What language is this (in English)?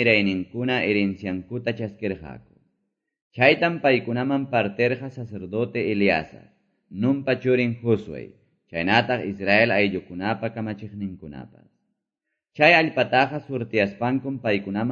Quechua